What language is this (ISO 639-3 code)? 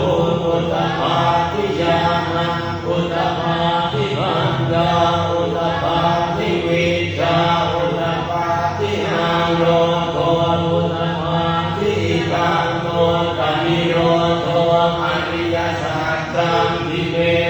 pli